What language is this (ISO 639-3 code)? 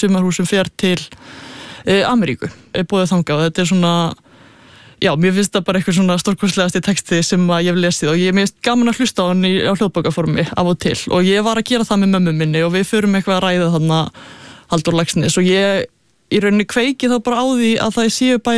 isl